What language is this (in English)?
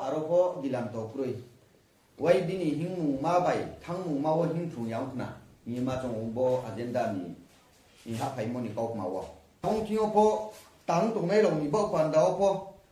Riang (India)